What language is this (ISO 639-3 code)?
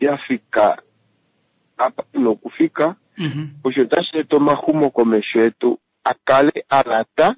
kua